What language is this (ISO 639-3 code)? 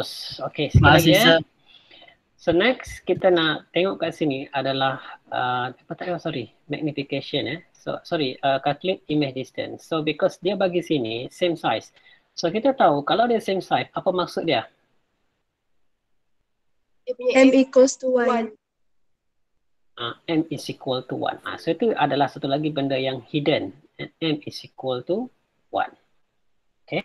msa